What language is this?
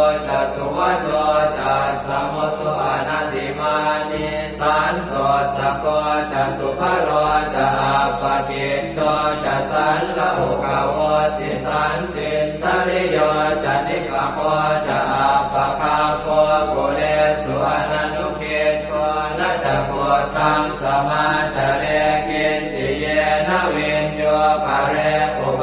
Pali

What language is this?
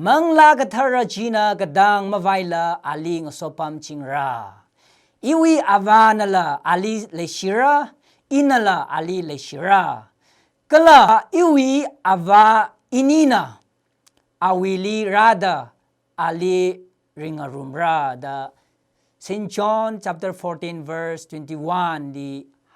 Tangkhul Naga (India)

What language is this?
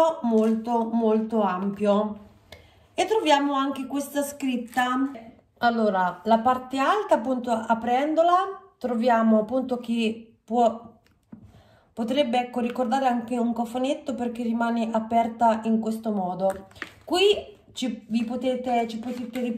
Italian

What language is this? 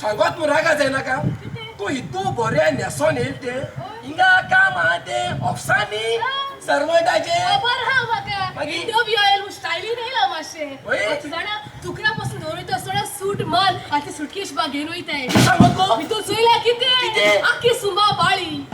Konkani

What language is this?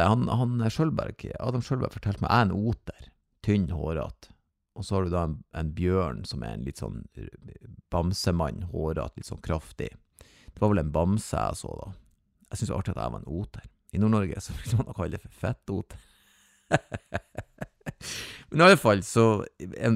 Norwegian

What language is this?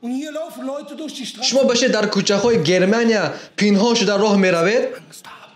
Tajik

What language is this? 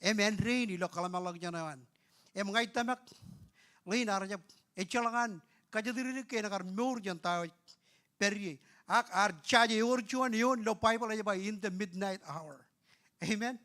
Marshallese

